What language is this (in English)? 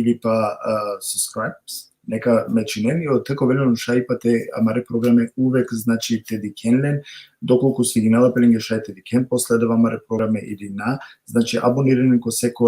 Balkan Romani